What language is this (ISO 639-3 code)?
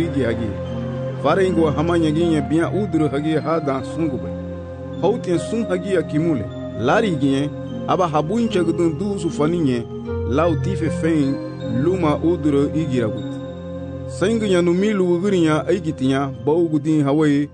cab